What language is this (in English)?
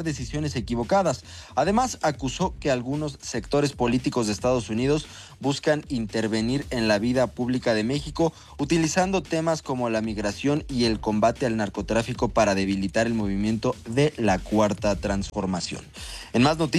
Spanish